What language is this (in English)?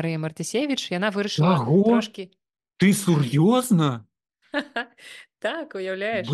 Belarusian